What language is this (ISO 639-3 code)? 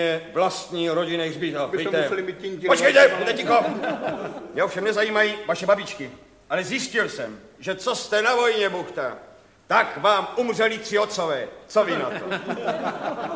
ces